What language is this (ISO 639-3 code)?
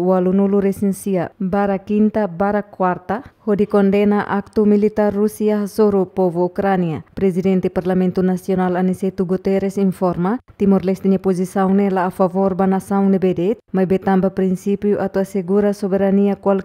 tet